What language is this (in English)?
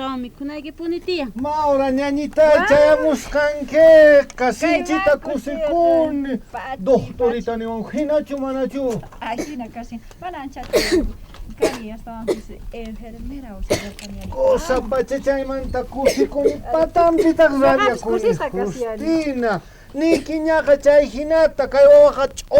South Bolivian Quechua